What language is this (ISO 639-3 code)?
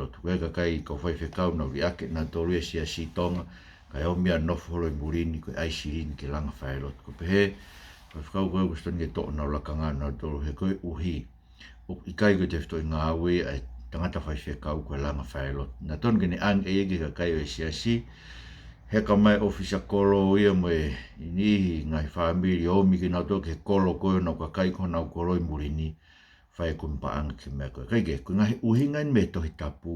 ton